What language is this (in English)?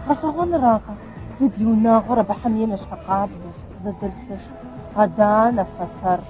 Kabardian